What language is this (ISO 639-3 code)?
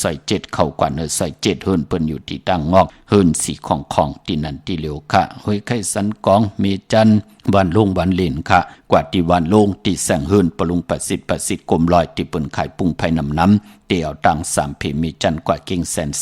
shn